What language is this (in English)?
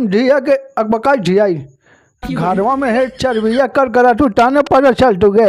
Magahi